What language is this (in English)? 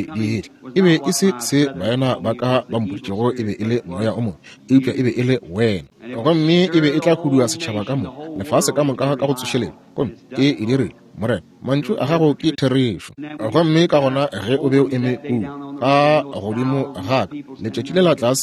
Northern Sotho